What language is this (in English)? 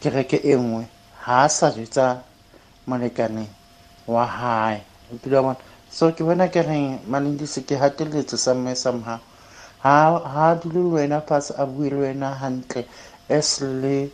Tswana